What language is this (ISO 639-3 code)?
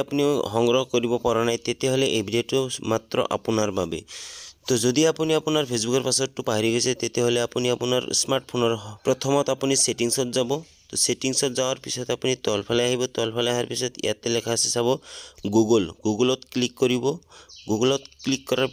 asm